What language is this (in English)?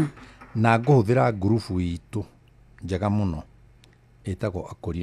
Kikuyu